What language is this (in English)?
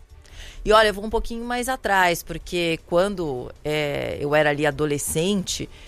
Portuguese